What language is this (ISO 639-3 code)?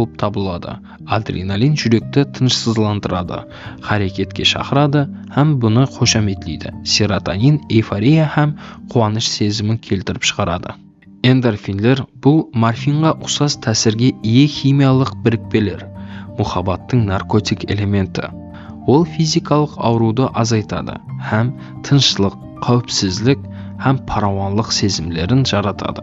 kaa